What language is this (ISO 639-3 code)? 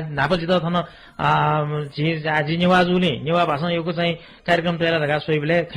new